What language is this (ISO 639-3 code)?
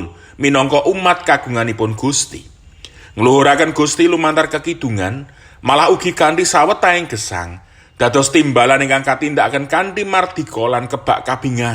jav